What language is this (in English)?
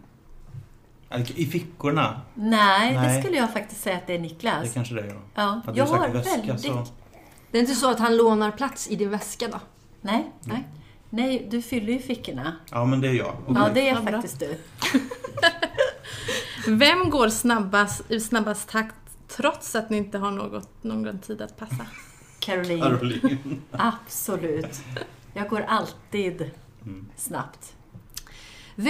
Swedish